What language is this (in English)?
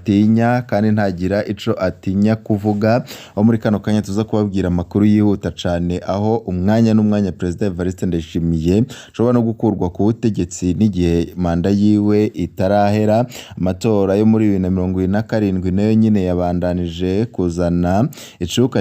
Rundi